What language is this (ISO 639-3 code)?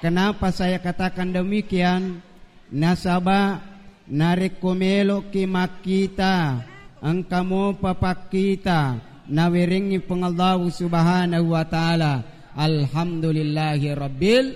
bug